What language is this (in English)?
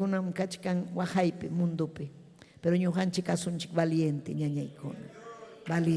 Ayacucho Quechua